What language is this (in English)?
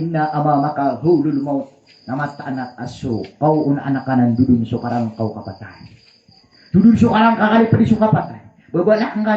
Maranao